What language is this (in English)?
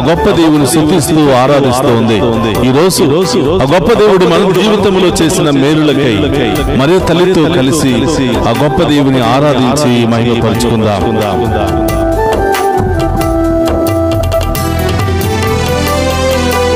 Telugu